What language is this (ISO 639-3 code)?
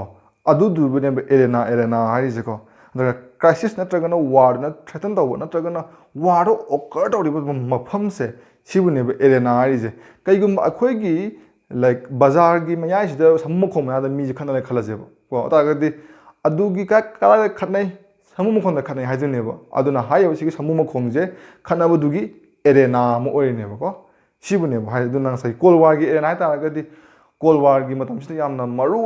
mni